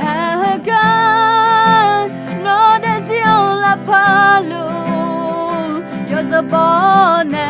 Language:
Akha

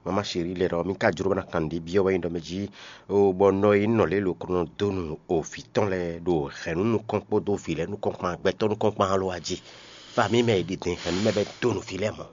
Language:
Fon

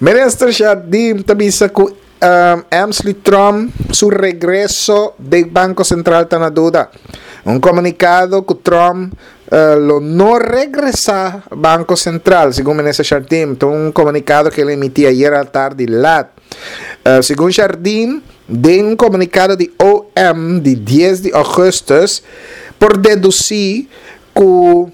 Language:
Papiamento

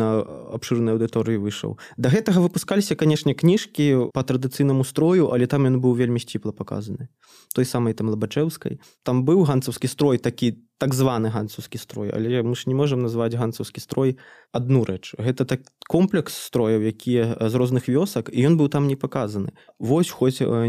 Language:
Belarusian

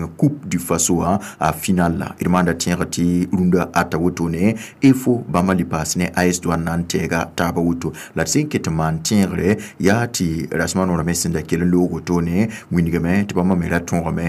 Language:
Mossi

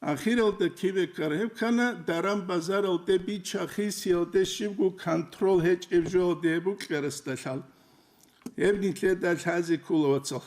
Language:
Avaric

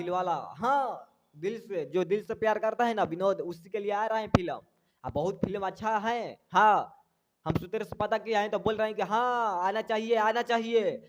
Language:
Bhojpuri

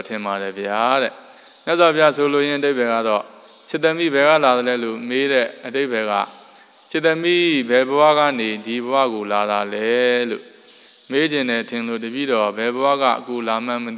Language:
Burmese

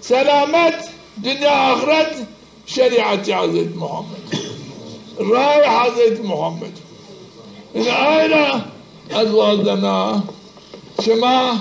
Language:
Zaza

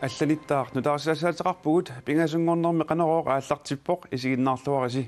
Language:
Kalaallisut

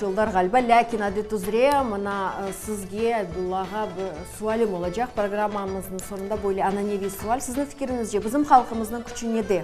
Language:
Crimean Tatar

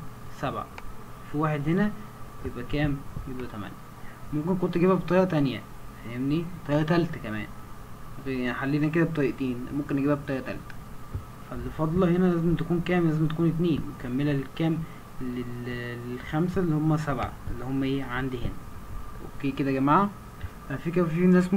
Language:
Egyptian Arabic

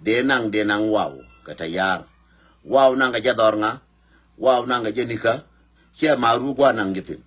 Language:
Nuer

